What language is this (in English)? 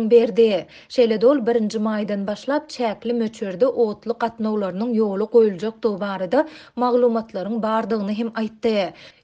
Turkmen